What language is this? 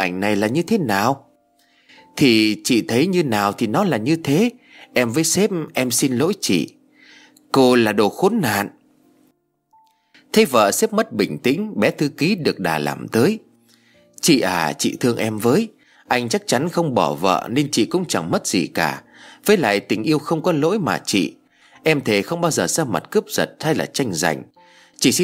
Vietnamese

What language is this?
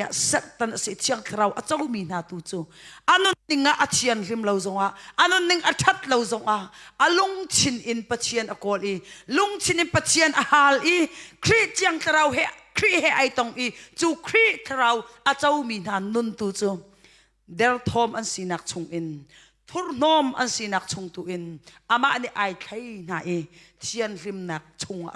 Hakha Chin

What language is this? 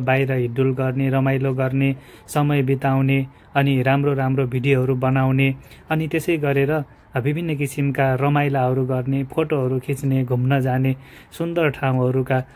Nepali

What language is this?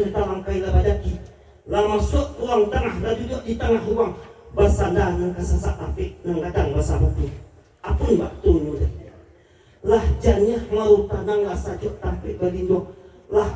Minangkabau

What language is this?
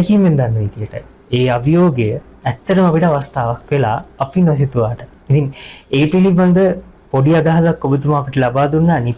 Sinhala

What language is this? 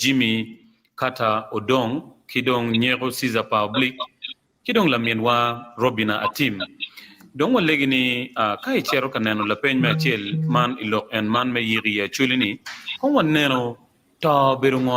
Acoli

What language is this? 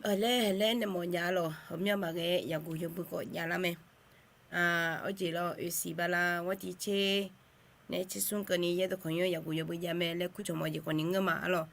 Akha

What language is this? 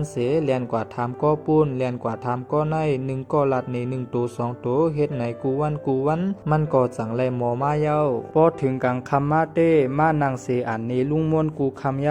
Shan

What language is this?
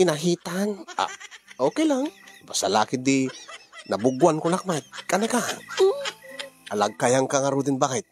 Iloko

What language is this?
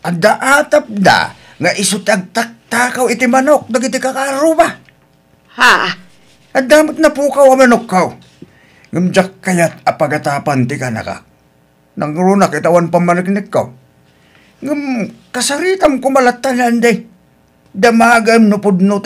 Iloko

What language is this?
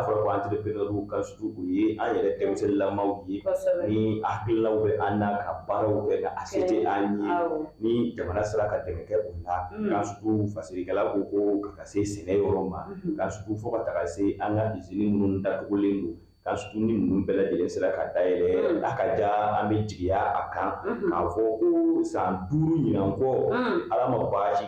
Bambara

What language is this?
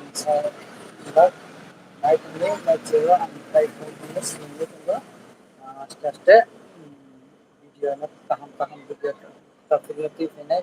Kok Borok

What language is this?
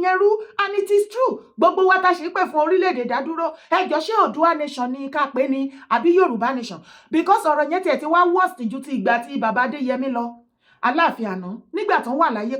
Yoruba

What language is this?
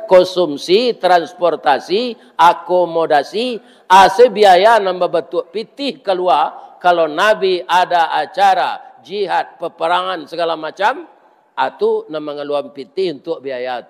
Minangkabau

